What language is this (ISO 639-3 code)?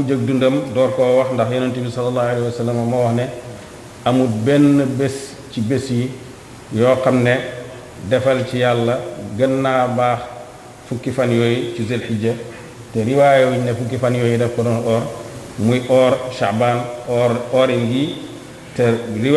wol